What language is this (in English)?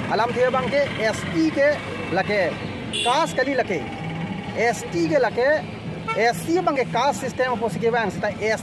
Karbi